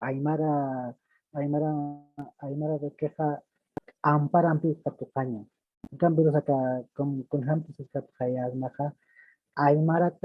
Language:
Aymara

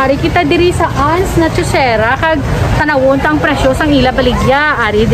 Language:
Hiligaynon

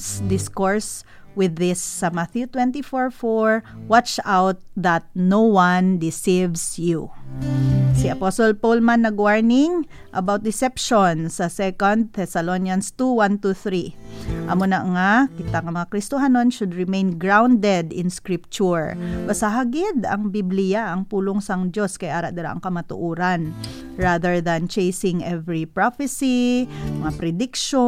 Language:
Hiligaynon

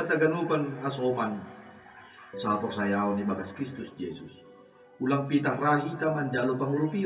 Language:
Batak Simalungun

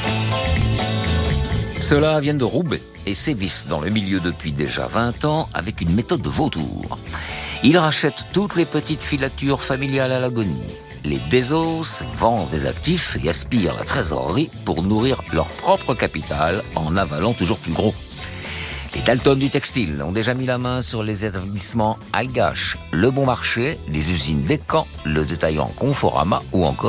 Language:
French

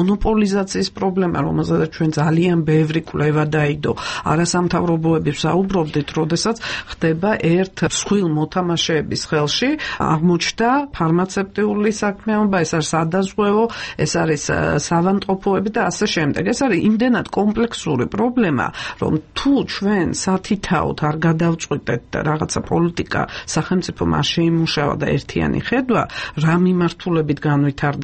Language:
Georgian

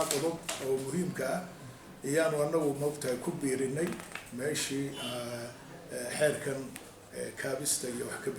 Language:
Somali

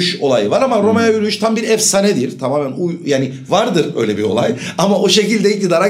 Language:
Turkish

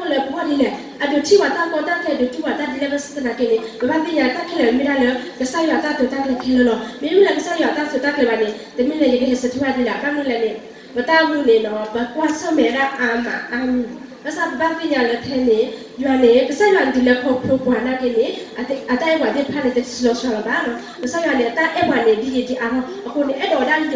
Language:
S'gaw Karen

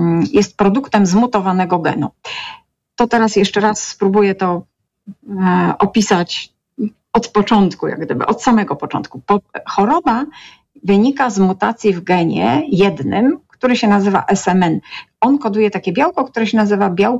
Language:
Polish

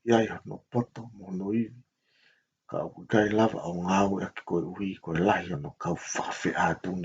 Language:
Tongan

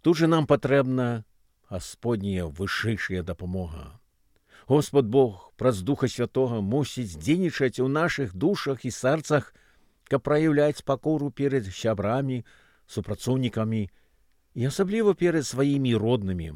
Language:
Belarusian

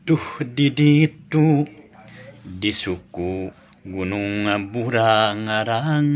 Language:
Sundanese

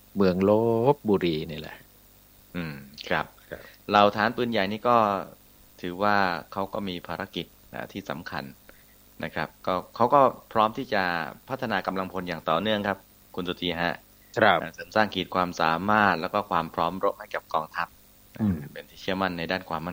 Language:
Thai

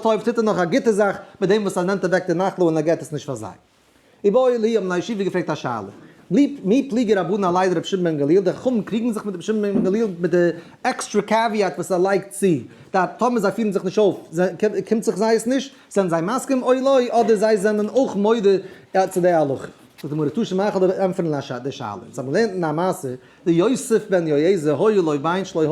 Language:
Yiddish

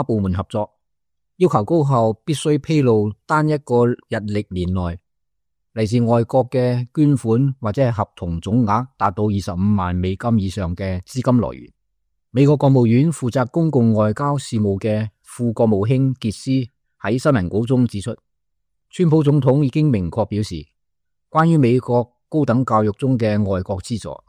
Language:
Cantonese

